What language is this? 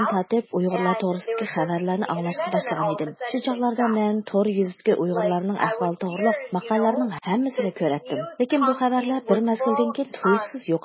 Uyghur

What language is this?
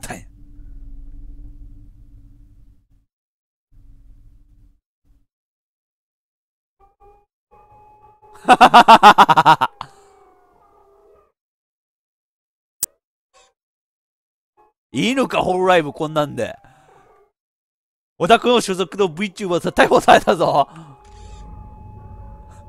Japanese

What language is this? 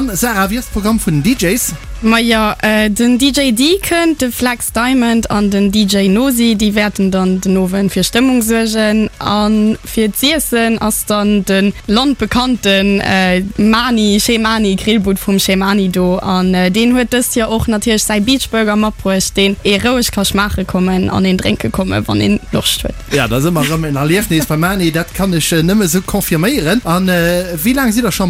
Luxembourgish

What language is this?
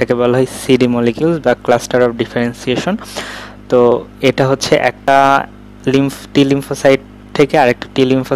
Bangla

